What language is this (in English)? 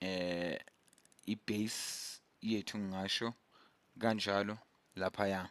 Zulu